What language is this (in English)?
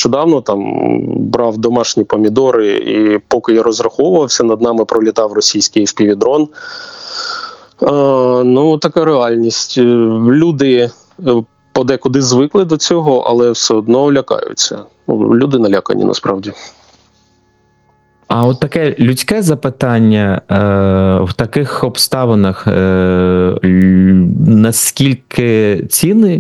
Ukrainian